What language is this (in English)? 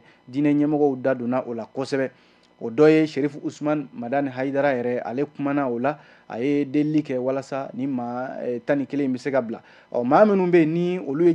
Bambara